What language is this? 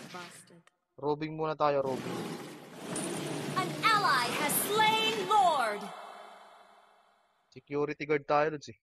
Filipino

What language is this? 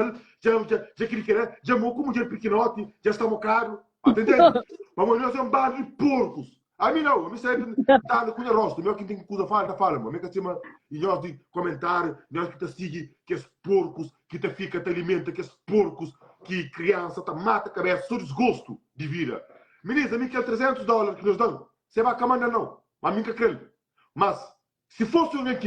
Kabuverdianu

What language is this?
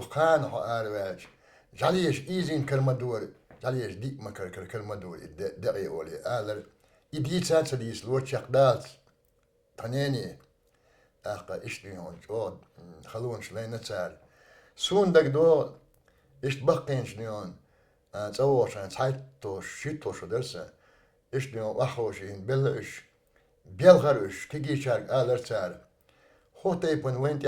Chechen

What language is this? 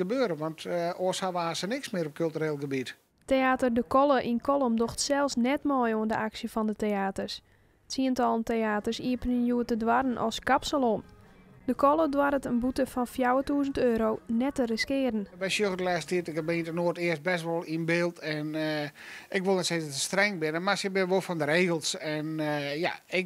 Western Frisian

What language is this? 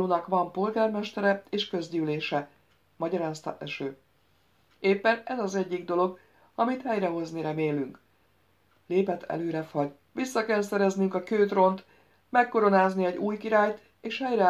Hungarian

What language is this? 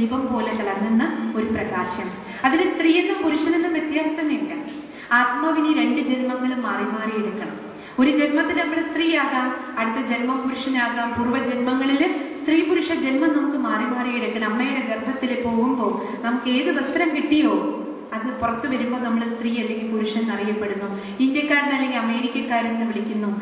Malayalam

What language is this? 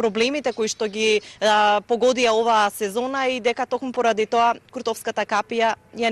Macedonian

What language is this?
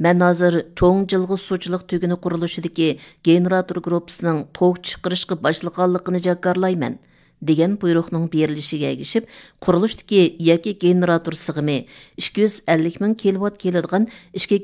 Uyghur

